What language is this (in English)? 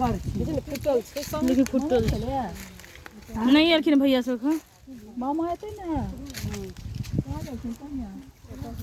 Maithili